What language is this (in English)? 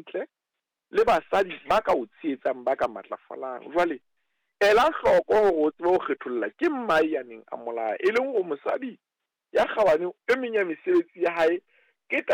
Southern Sotho